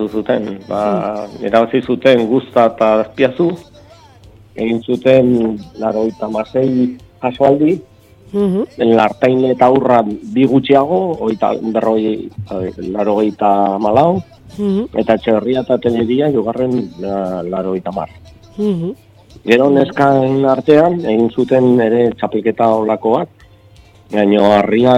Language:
Basque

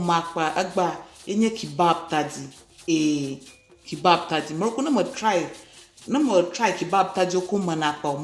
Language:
Ewe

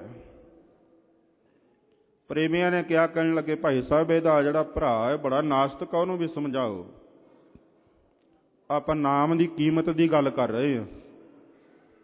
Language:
Punjabi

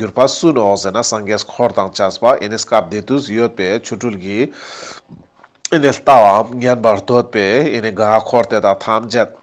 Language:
Ladakhi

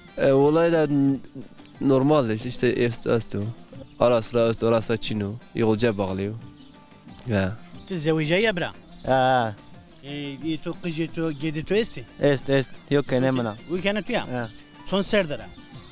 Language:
Zaza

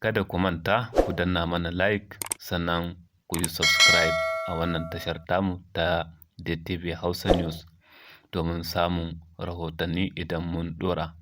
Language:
Hausa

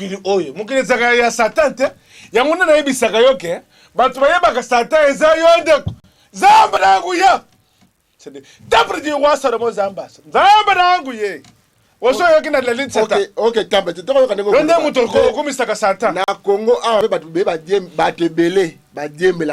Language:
Lingala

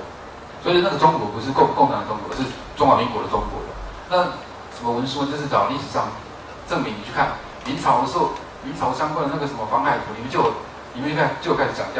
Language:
Chinese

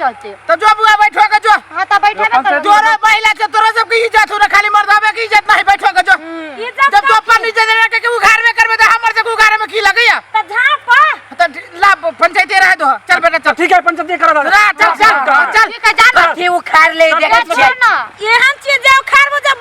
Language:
Maithili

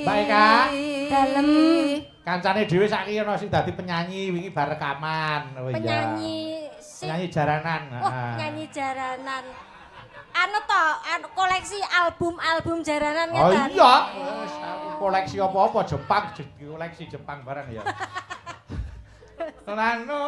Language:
Javanese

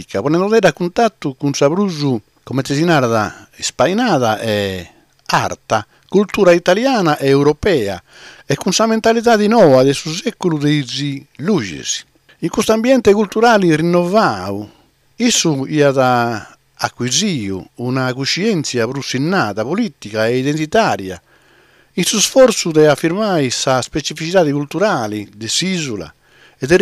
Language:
Sardinian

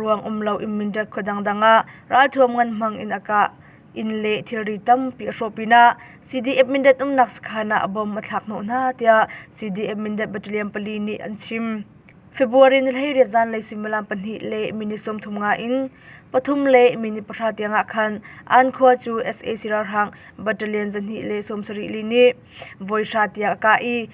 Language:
Hakha Chin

